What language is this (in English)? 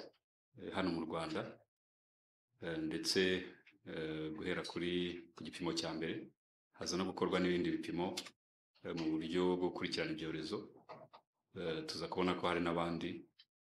Kinyarwanda